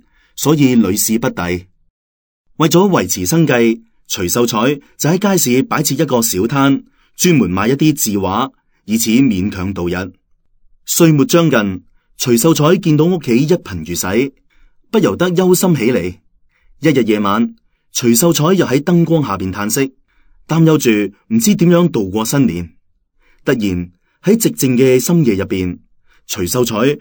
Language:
Cantonese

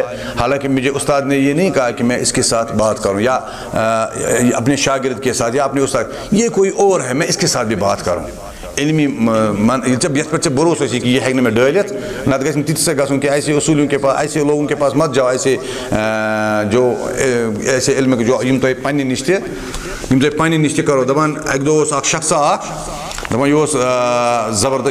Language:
Kashmiri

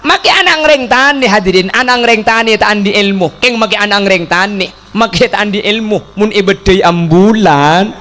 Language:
Madurese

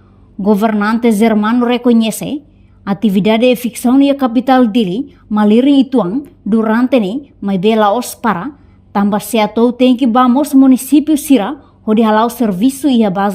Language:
Tetum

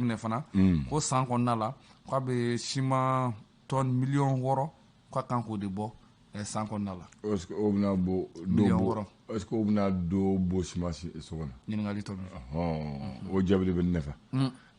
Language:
Bambara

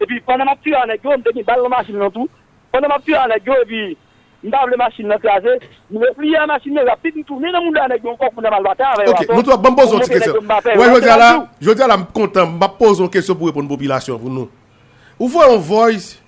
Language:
Haitian Creole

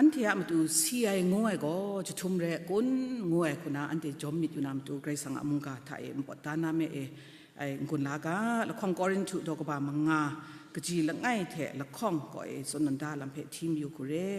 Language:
Kachin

